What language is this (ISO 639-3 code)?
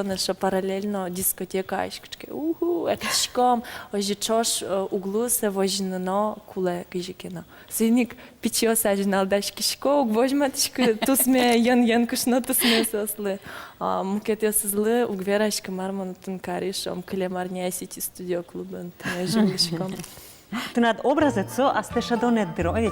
udm